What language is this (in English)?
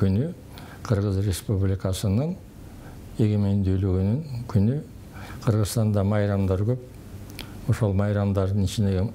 Kyrgyz